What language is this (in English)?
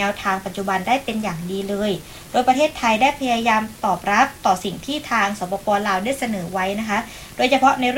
Thai